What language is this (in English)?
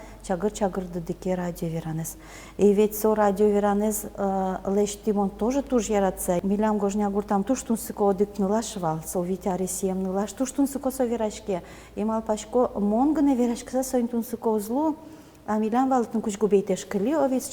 Udmurt